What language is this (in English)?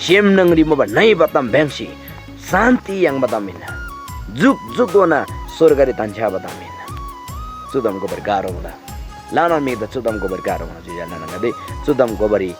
Eastern Tamang